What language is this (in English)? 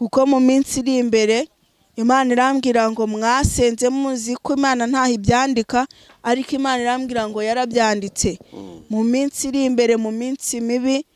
Kinyarwanda